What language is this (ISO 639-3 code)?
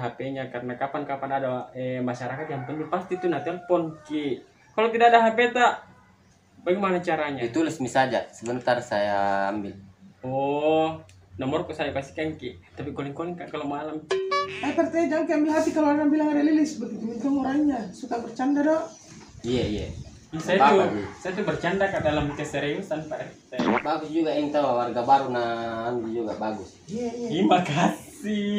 mfp